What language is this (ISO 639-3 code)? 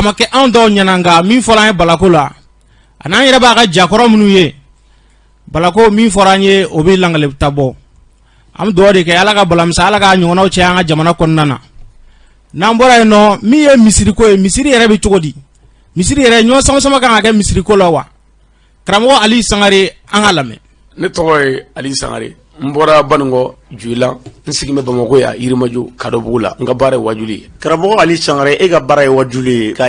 bam